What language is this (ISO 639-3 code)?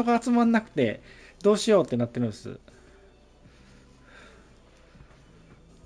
jpn